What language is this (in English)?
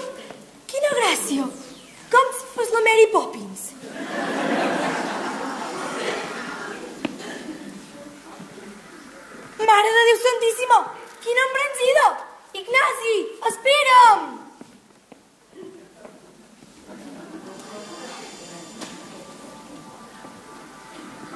Catalan